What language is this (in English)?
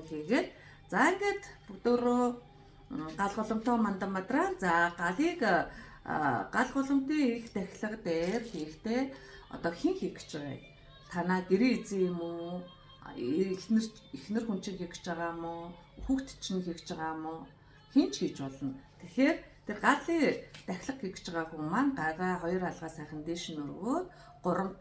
Mongolian